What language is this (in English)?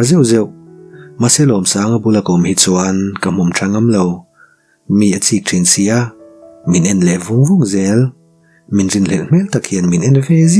Mizo